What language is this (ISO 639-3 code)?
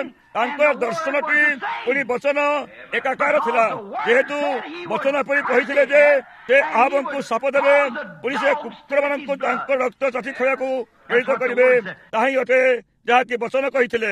ori